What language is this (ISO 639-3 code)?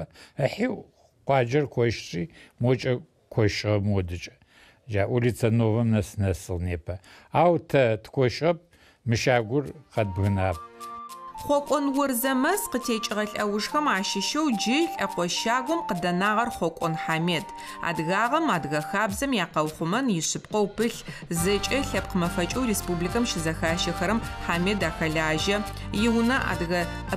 ady